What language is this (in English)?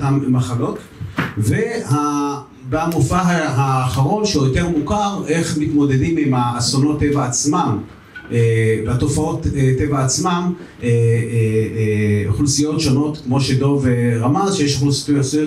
Hebrew